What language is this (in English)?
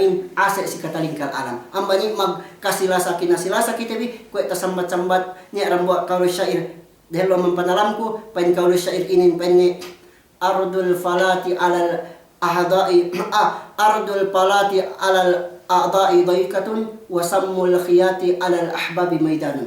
Yakan